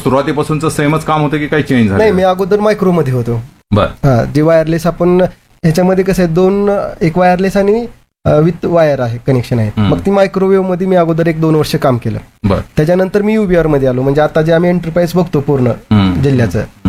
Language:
Marathi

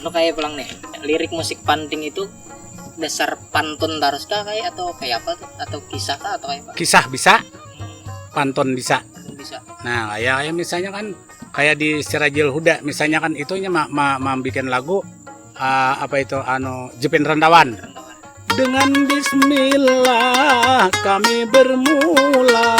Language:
Banjar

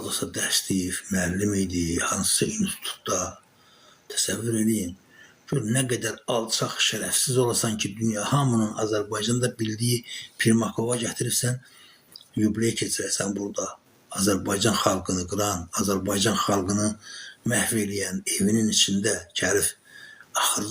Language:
Azerbaijani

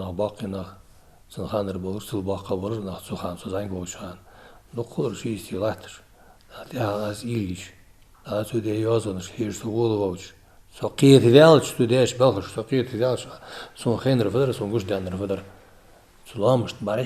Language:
Ingush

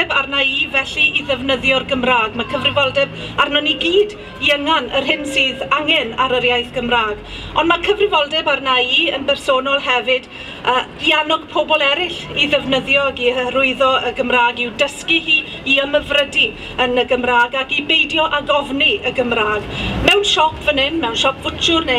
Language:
Welsh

